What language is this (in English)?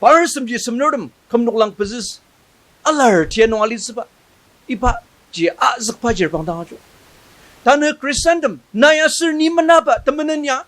Ao Naga